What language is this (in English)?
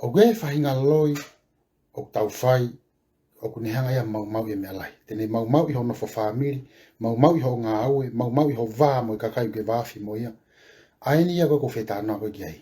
Tongan